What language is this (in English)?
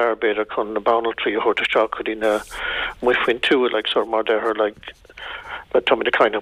Irish